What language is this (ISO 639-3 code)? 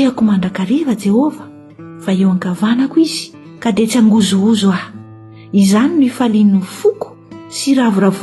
mlg